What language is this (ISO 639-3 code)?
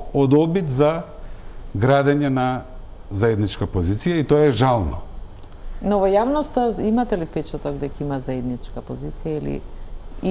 mkd